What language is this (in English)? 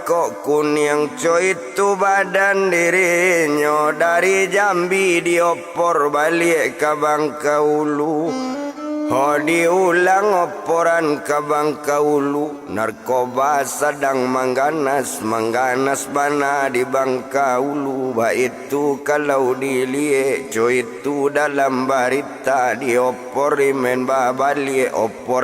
Minangkabau